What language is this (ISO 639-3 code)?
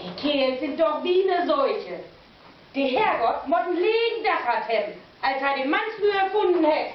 nds